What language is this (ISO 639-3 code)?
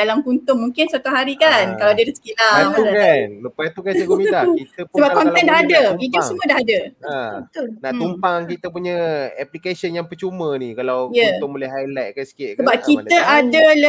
msa